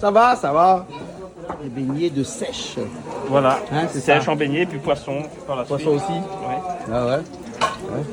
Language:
Réunion Creole French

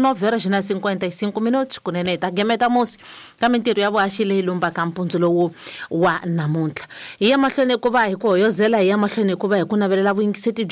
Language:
Tsonga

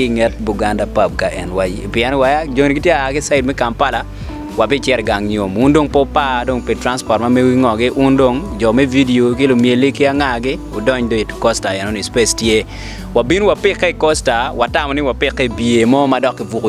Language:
Acoli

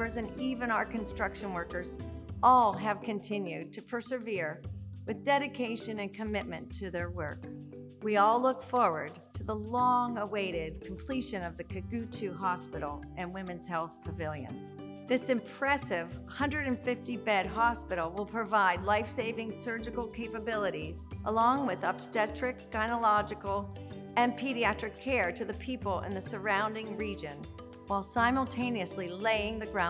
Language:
English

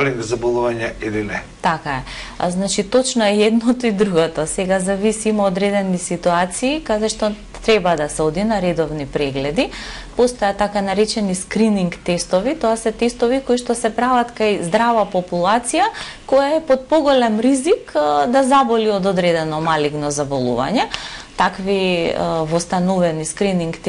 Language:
Macedonian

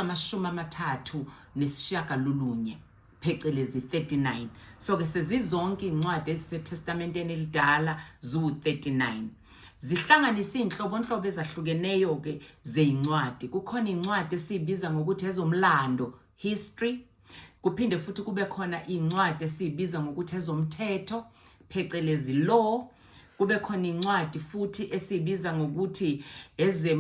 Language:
Zulu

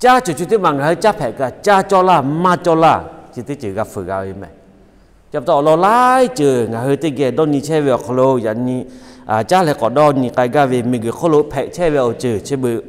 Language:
Lahu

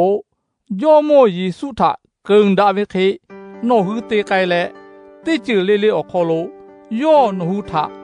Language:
Lahu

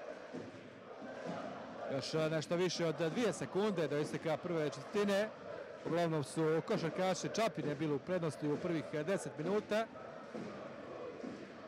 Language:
Croatian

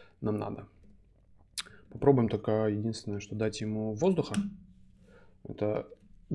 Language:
Russian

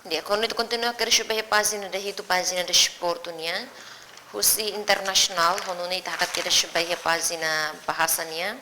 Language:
Tetum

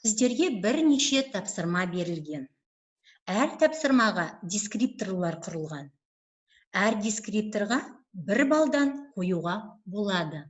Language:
Kazakh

